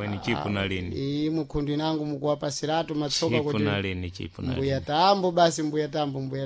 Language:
Sena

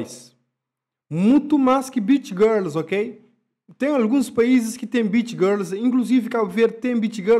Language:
Kabuverdianu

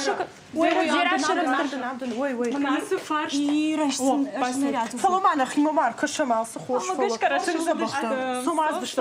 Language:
Ossetic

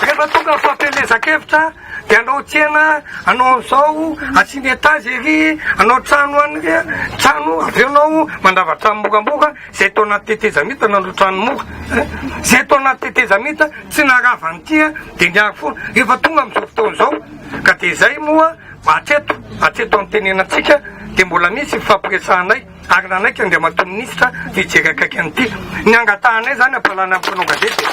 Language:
Malagasy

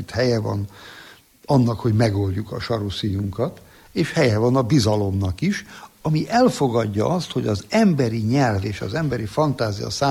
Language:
Hungarian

